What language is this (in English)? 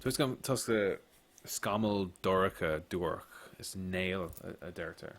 Irish